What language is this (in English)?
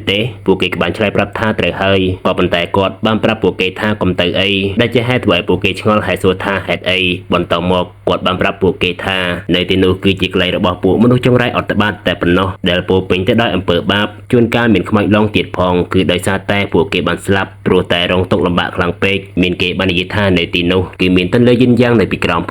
Khmer